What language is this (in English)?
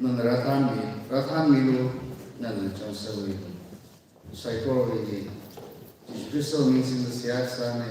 Tangkhul Naga (India)